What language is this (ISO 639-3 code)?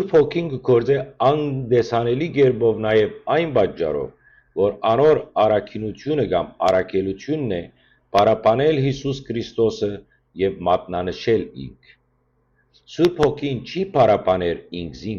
hyw